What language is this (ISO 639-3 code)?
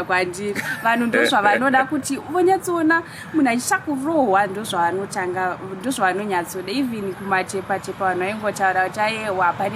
sna